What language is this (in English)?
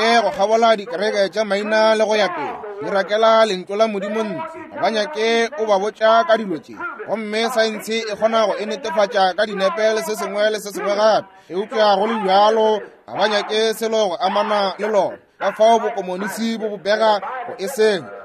Northern Sotho